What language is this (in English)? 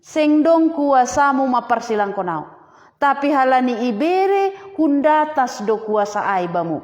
Batak Simalungun